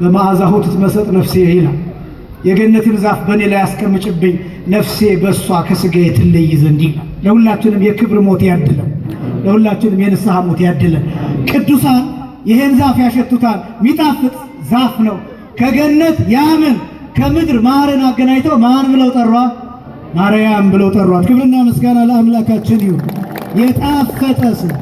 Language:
Amharic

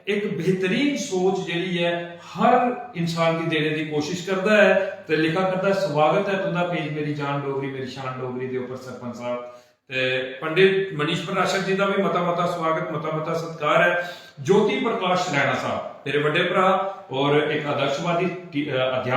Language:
Dogri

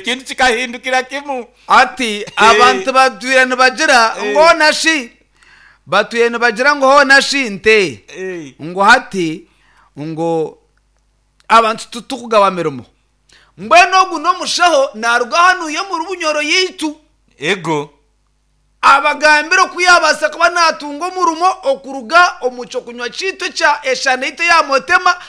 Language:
Nyankole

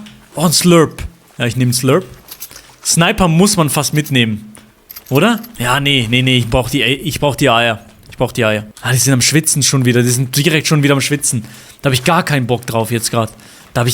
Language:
Swiss German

